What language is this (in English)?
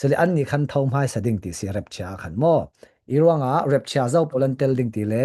Falam Chin